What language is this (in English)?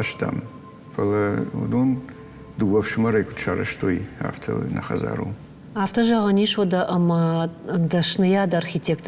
Ossetic